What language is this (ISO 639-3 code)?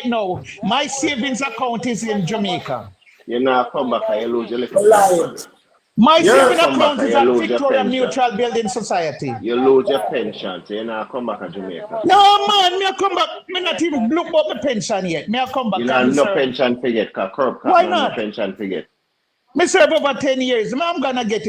jam